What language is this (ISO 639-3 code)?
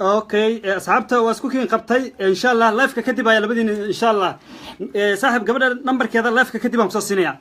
som